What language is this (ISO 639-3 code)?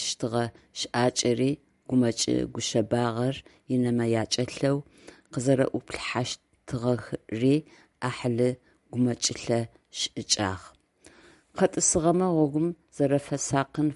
ady